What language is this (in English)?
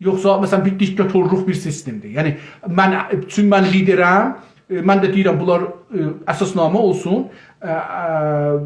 South Azerbaijani